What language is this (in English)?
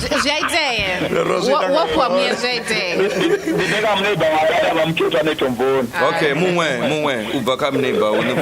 Venda